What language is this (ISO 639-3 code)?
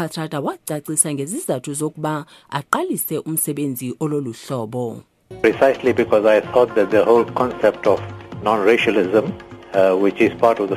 xho